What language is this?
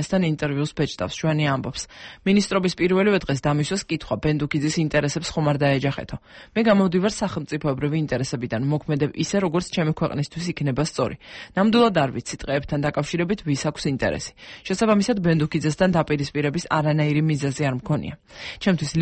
Georgian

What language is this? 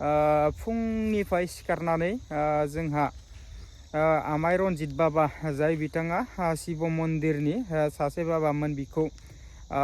Bodo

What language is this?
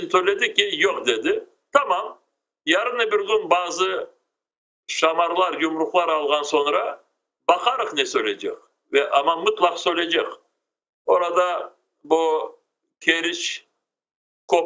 Crimean Tatar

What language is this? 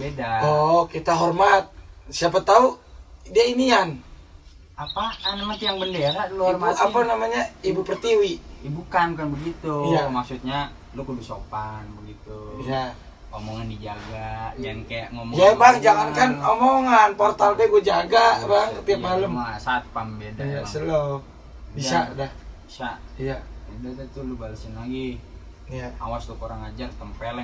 Betawi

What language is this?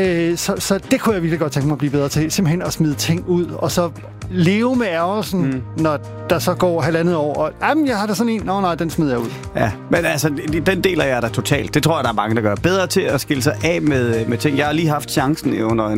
Danish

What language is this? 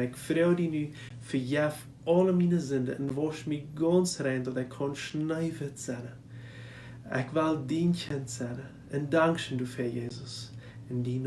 Plautdietsch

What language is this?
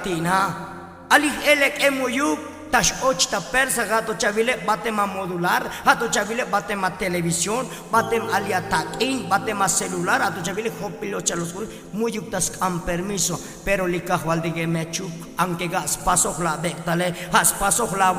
Tzotzil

